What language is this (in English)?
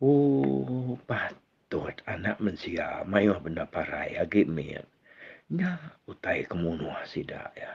Iban